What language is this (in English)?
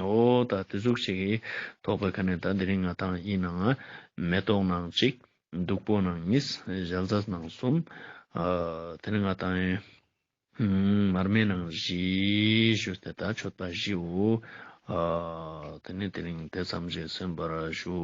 Ladakhi